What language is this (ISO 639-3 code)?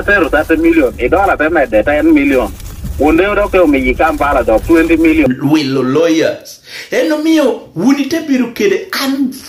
laj